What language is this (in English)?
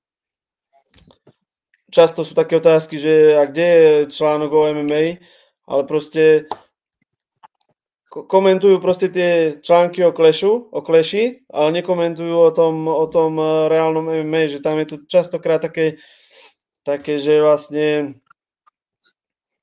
Slovak